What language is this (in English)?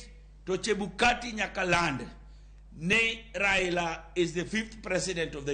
Luo (Kenya and Tanzania)